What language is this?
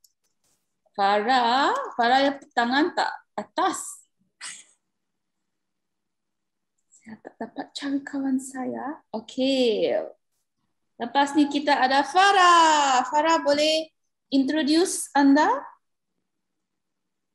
Malay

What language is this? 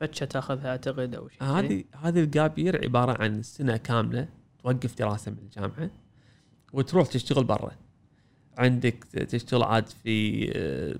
Gulf Arabic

